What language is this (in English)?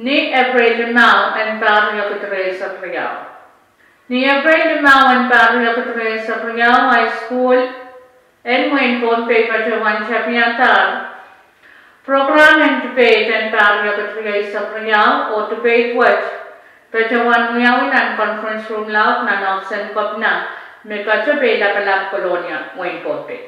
Pohnpeian